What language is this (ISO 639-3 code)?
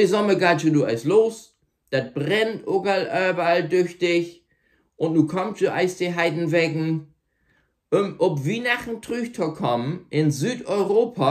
nds